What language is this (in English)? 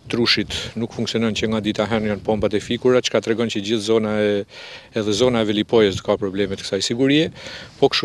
Albanian